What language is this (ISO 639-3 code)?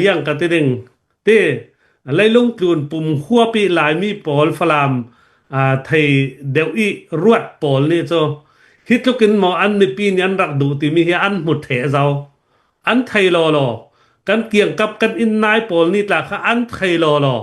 cnh